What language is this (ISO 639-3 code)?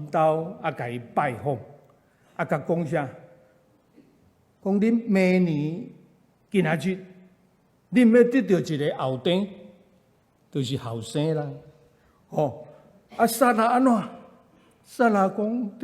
nan